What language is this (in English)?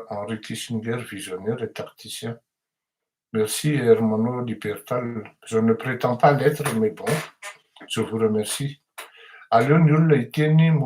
Malagasy